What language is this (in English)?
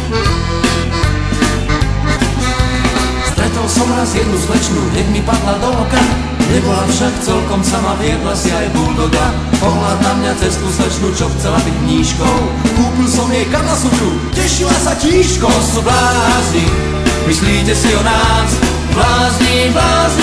Slovak